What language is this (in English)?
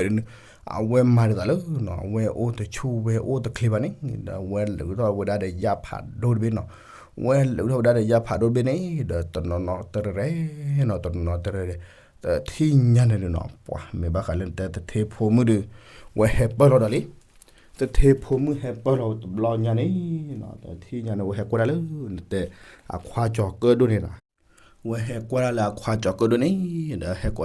S'gaw Karen